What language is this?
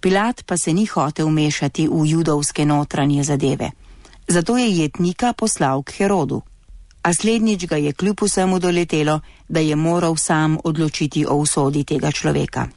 Slovenian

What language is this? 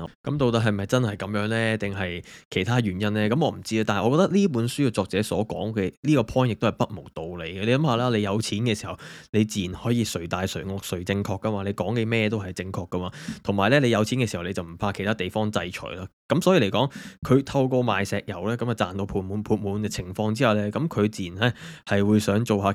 Cantonese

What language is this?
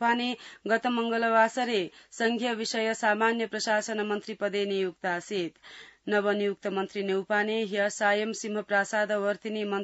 Sanskrit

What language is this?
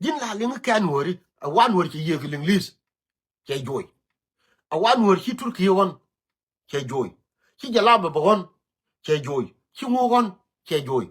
Nuer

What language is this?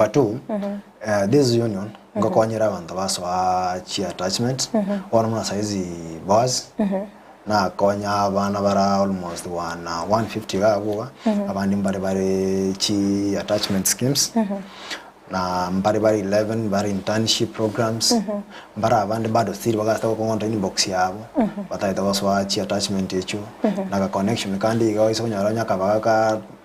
Gusii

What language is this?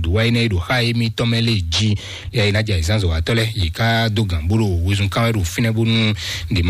Fon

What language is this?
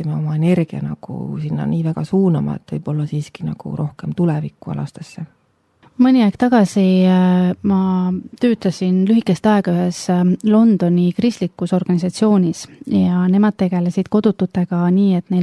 Estonian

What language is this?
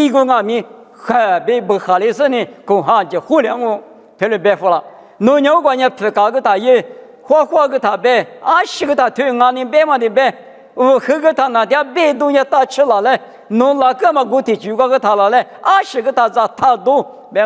Lisu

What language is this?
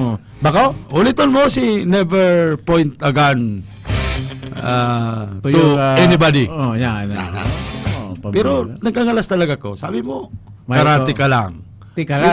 Bikol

